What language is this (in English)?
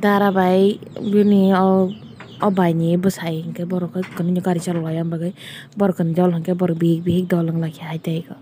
Kok Borok